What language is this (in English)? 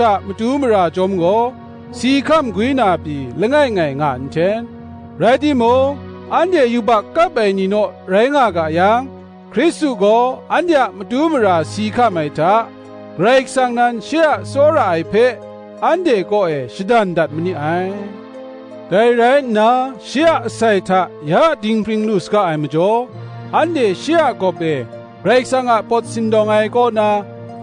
Kachin